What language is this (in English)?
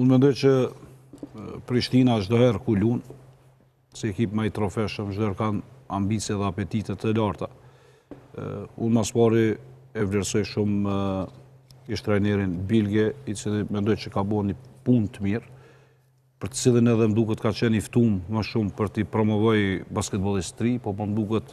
Albanian